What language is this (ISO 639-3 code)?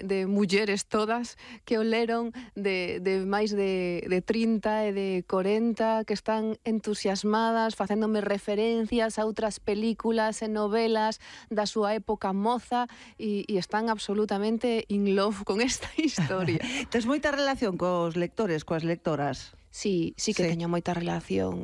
glg